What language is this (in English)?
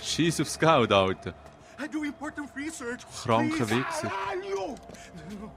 Swiss German